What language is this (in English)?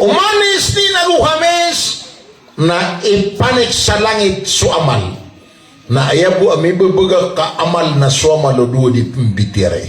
Maranao